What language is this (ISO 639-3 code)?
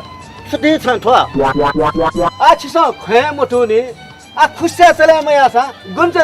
new